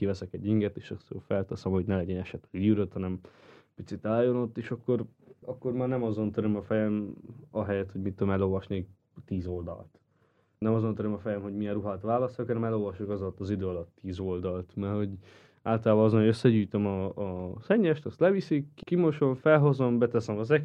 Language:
Hungarian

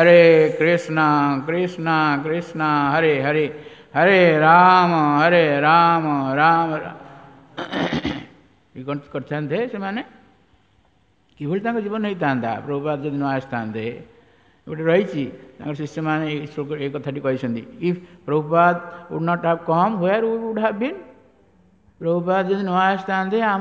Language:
Odia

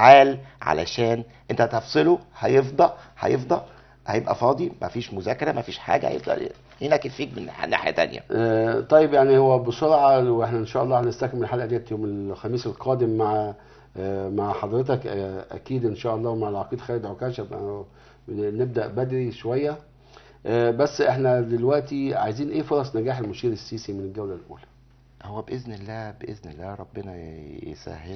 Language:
Egyptian Arabic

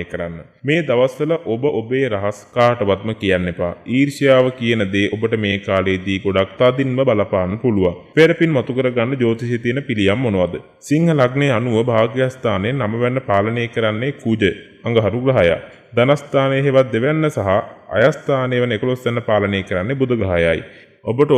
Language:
Sinhala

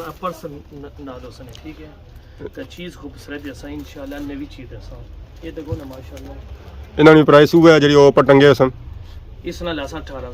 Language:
Pahari-Potwari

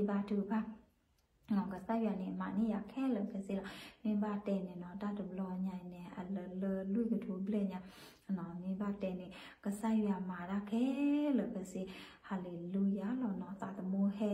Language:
S'gaw Karen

